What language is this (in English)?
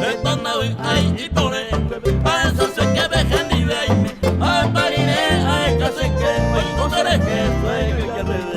Guarani